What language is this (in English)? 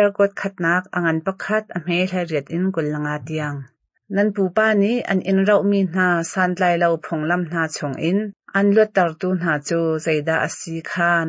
Hakha Chin